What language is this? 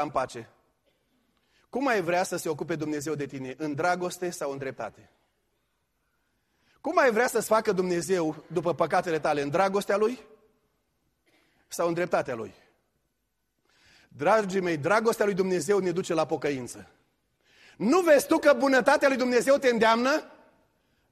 Romanian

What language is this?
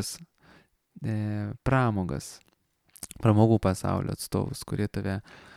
Lithuanian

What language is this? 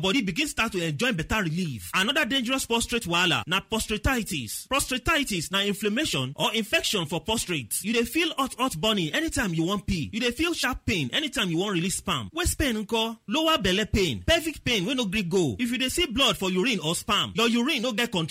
Nigerian Pidgin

